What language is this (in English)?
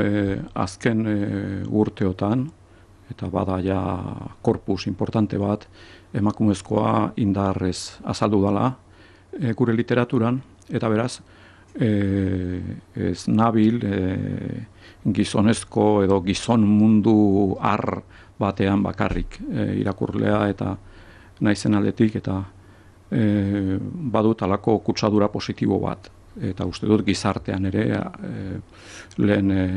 Basque